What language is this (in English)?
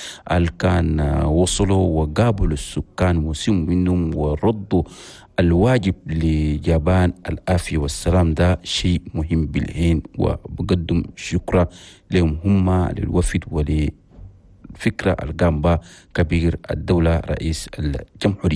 Chadian Arabic